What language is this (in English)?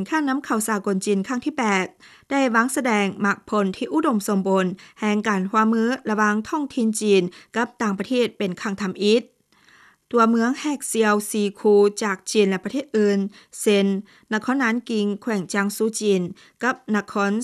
Lao